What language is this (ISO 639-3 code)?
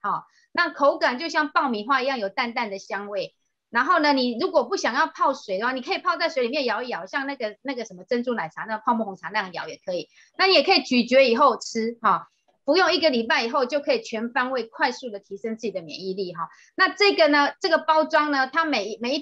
zho